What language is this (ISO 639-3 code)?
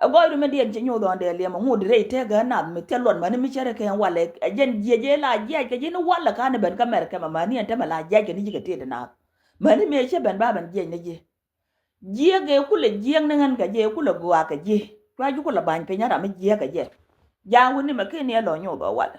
nus